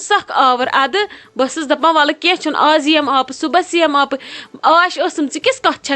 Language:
Kashmiri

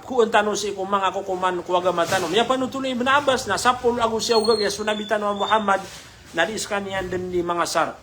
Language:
Maranao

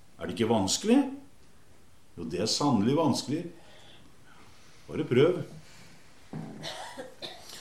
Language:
Norwegian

